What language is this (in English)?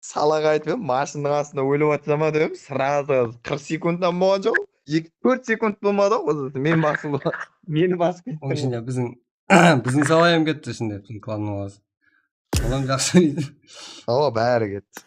Kara-Kalpak